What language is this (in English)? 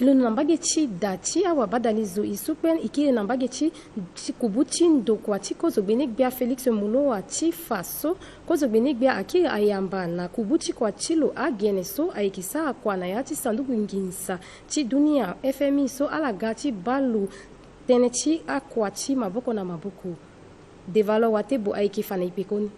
Sango